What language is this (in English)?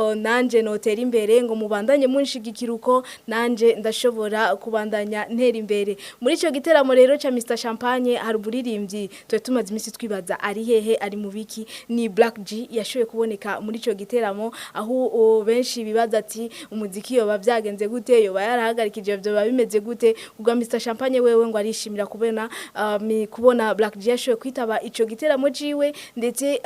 Rundi